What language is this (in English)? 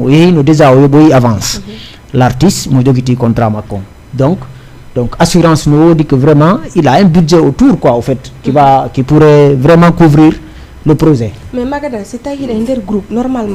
Fula